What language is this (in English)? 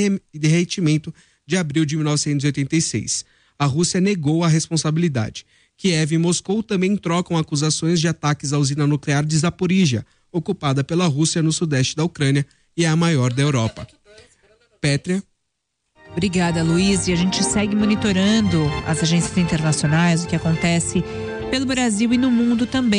Portuguese